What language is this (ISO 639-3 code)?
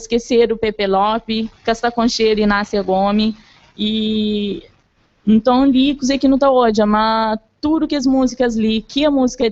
kea